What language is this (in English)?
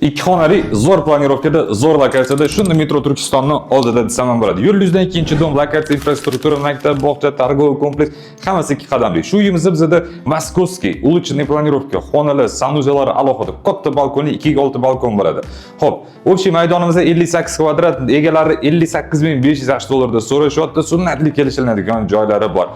Uzbek